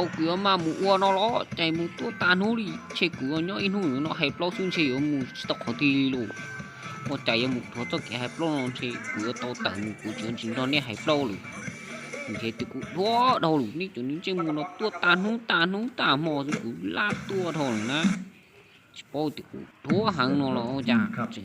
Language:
Hmong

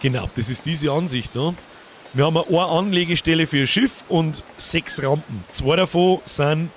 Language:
Bavarian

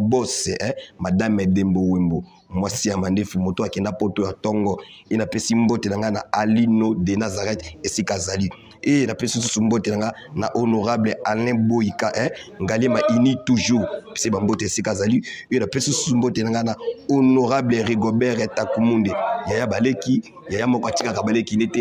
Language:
Lingala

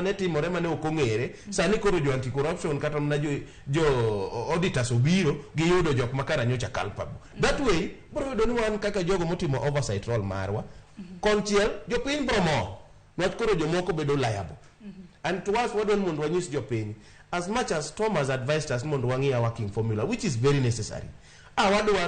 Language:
Luo (Kenya and Tanzania)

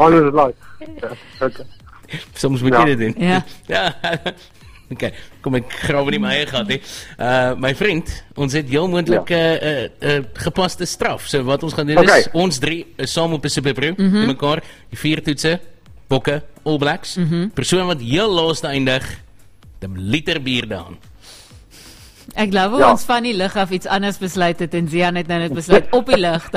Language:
Afrikaans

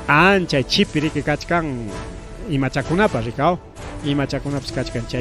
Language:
Ayacucho Quechua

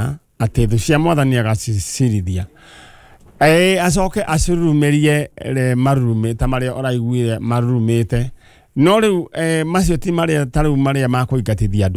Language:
Kikuyu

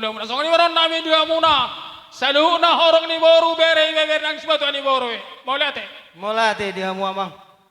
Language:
Batak Toba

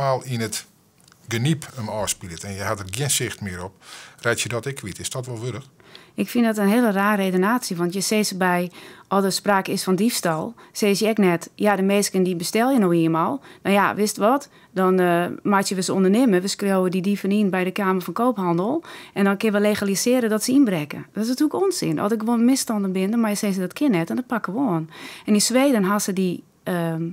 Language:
Western Frisian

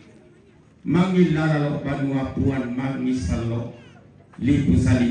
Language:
Toraja-Sa'dan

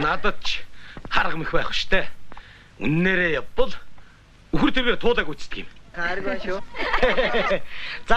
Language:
Mongolian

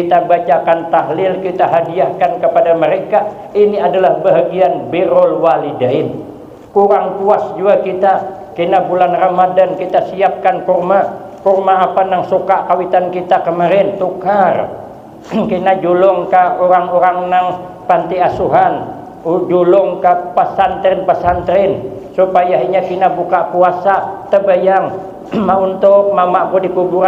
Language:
Banjar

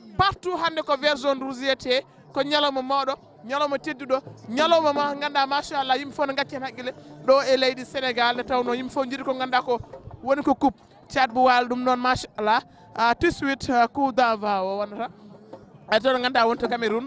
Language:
Fula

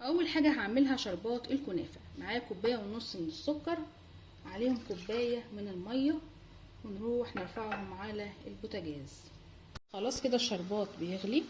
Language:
Egyptian Arabic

